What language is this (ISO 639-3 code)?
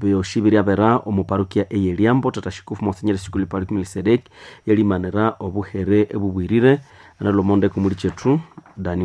nnb